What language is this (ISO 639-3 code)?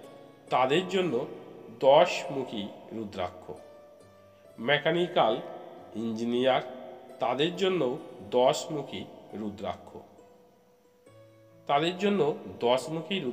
ben